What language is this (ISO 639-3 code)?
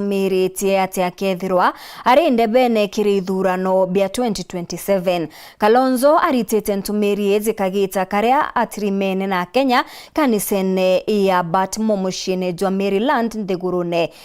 mer